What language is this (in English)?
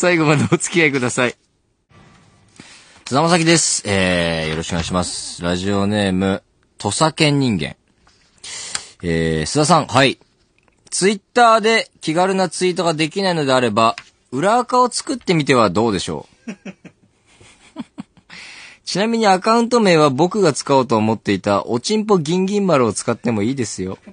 Japanese